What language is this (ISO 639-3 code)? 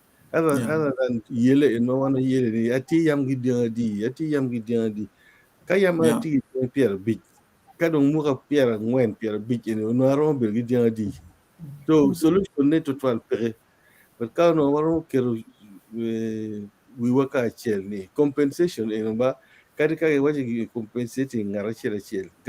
ach